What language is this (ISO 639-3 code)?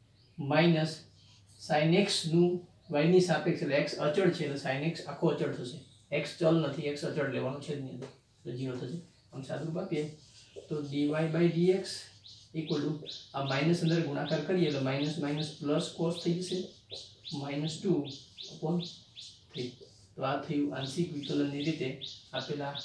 guj